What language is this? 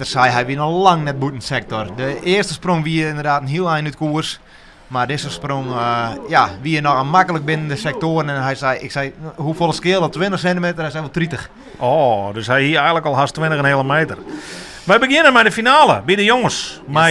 Western Frisian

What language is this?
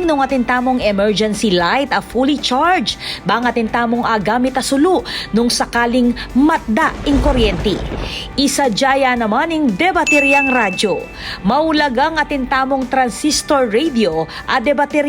Pampanga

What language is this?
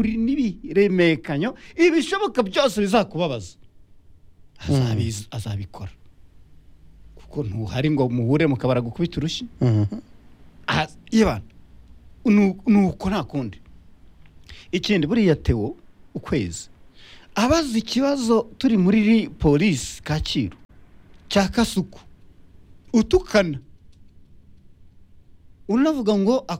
Kinyarwanda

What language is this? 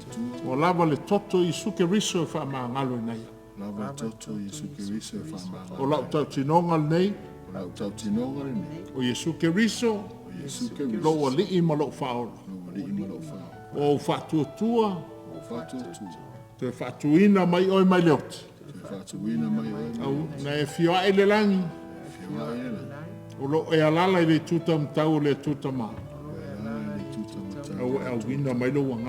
Samoan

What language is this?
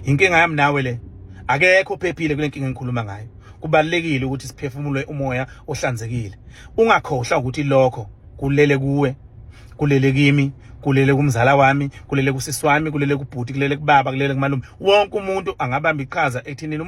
Zulu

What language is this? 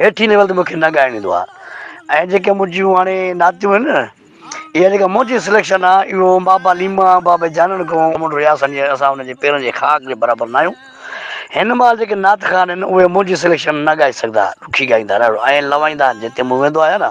Sindhi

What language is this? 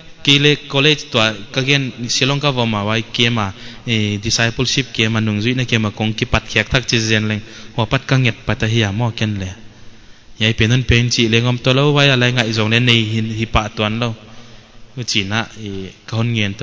Paite Chin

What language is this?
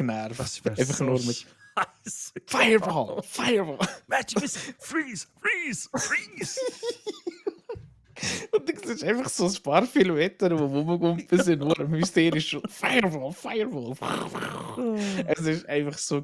Swiss German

